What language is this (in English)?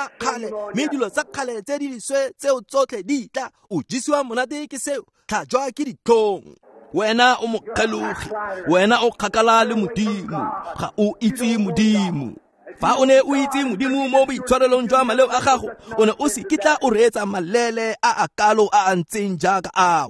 Tswana